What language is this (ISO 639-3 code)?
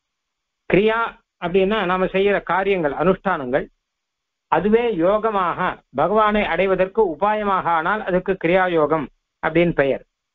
tam